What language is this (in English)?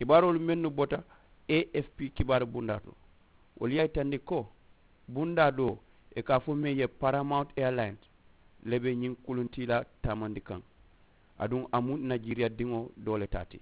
Mandingo